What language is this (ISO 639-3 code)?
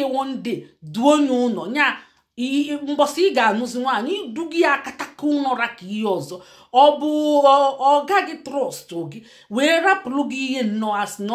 ibo